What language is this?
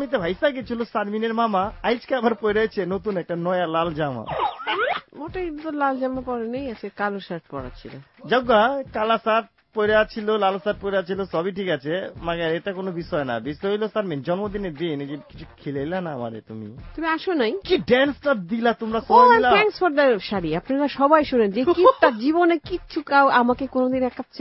Bangla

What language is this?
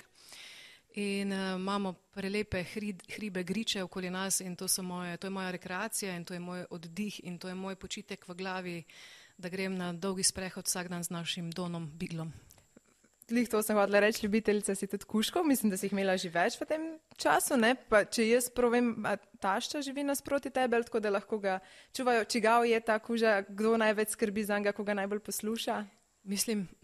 Slovenian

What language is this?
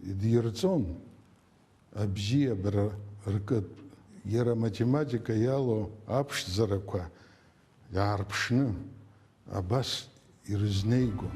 Abkhazian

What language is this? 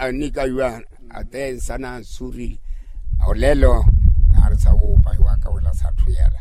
Makhuwa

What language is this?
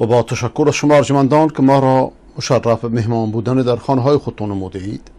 Persian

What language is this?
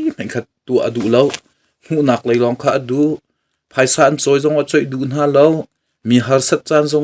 Hakha Chin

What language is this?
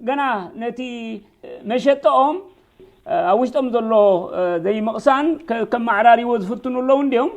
Tigrinya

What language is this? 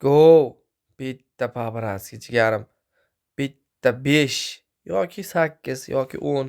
Uzbek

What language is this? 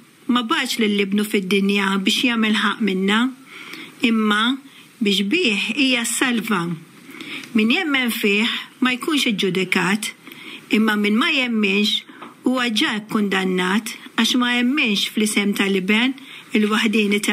Maltese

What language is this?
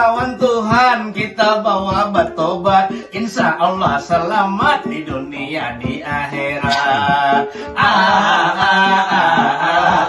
Banjar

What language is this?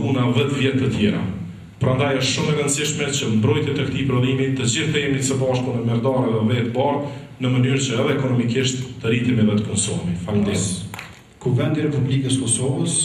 Albanian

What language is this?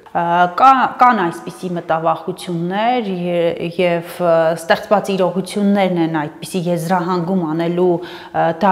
Armenian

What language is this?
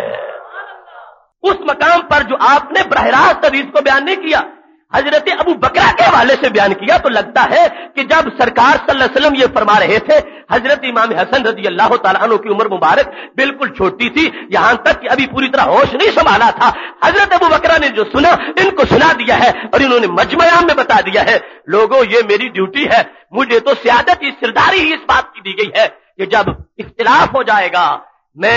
Urdu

